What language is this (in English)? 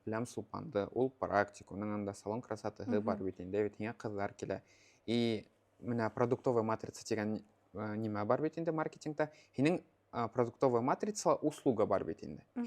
Bashkir